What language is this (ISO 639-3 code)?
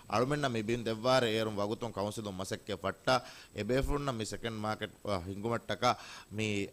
div